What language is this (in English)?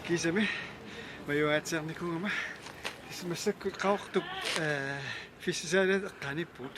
Kalaallisut